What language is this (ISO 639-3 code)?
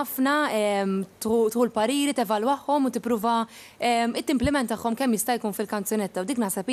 mlt